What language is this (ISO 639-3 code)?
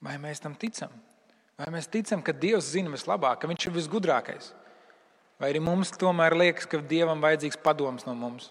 lav